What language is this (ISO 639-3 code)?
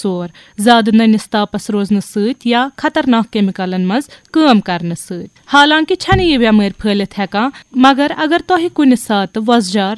kas